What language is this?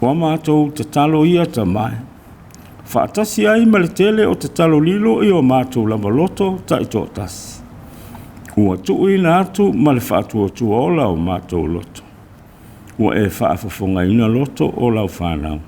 Samoan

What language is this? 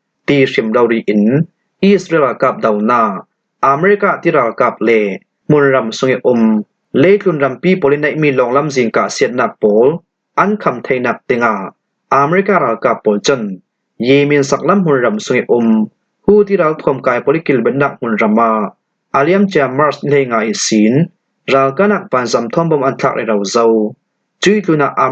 Falam Chin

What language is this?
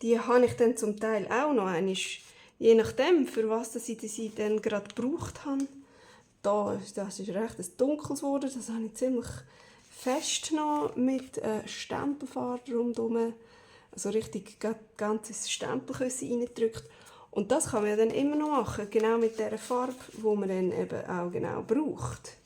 Swiss German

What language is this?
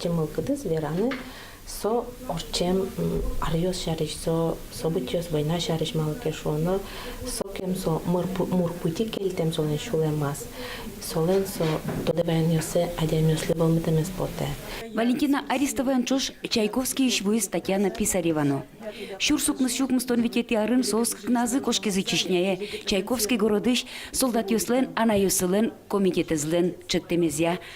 Udmurt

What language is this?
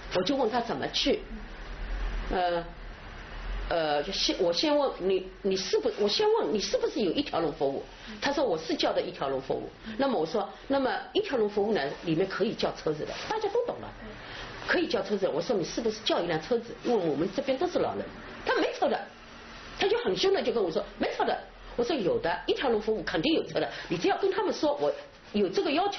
Chinese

